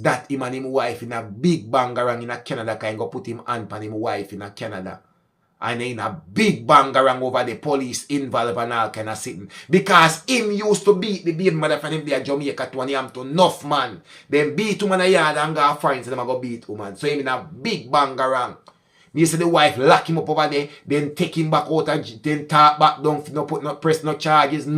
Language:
Jamaican Creole English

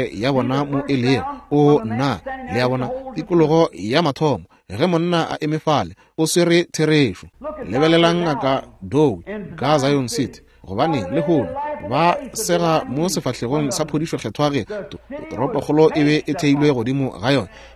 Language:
Northern Sotho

